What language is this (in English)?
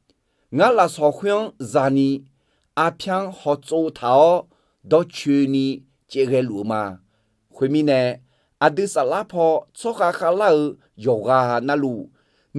Akha